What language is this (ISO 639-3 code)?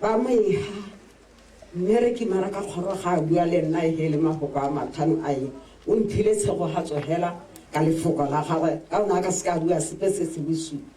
tsn